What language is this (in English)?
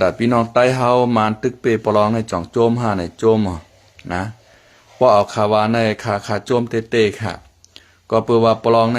Shan